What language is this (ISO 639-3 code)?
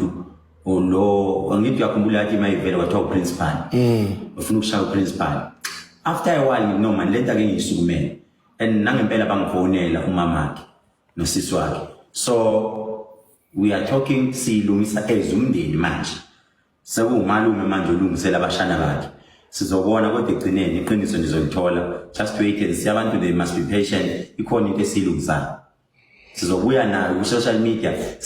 zul